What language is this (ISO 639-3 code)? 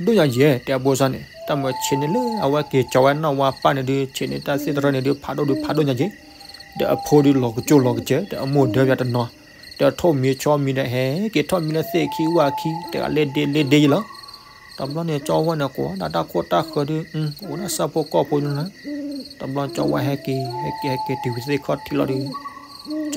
ksw